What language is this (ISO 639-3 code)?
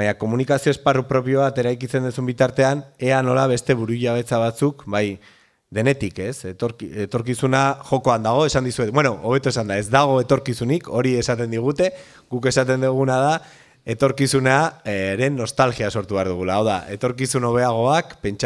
eus